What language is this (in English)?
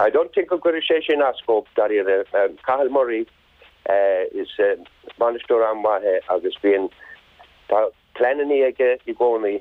Irish